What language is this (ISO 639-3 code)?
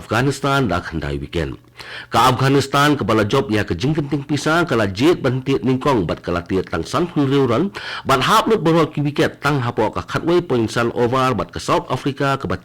kha